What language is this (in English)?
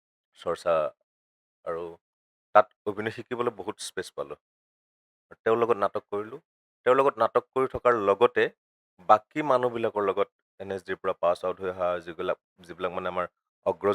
Assamese